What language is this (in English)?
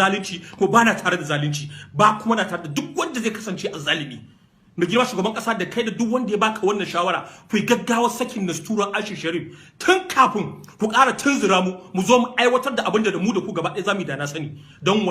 Hausa